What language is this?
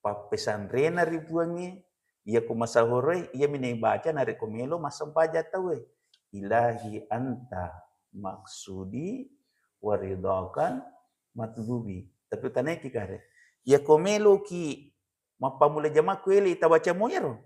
Buginese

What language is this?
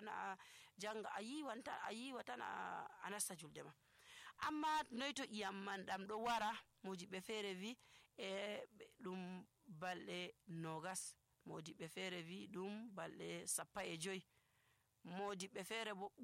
Nigerian Fulfulde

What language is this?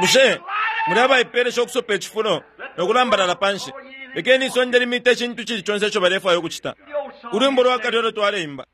Bemba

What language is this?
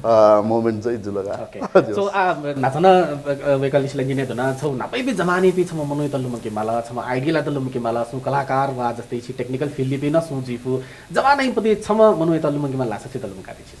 Newari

